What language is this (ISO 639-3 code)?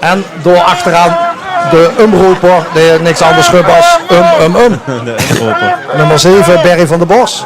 lim